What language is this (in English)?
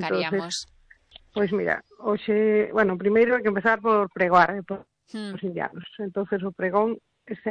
Galician